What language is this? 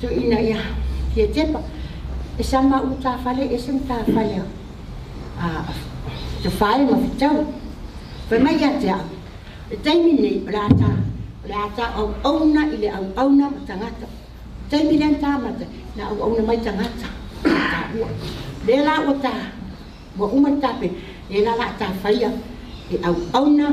Samoan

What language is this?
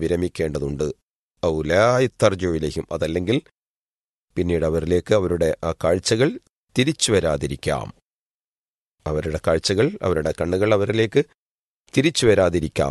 Malayalam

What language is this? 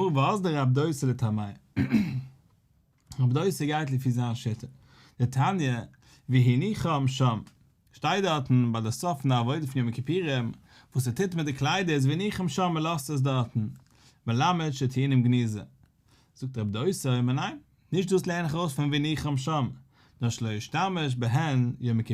Yiddish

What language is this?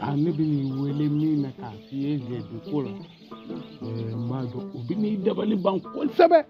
Bambara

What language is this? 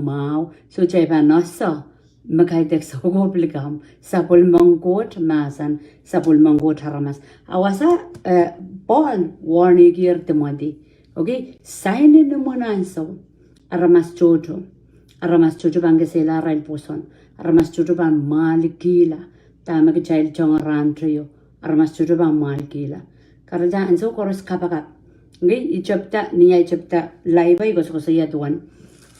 Pohnpeian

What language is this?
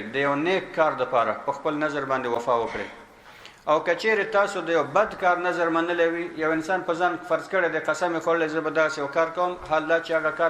Pashto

